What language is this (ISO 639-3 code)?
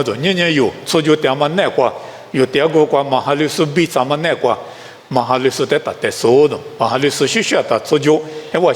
lis